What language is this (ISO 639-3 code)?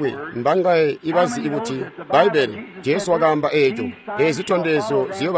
toi